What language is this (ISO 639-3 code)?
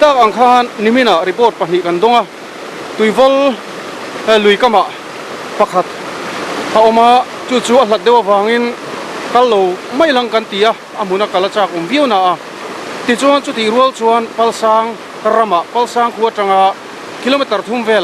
lus